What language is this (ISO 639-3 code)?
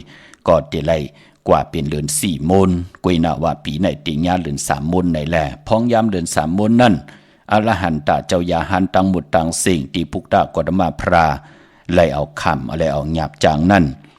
shn